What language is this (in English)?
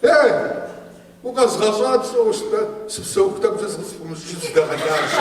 Kabardian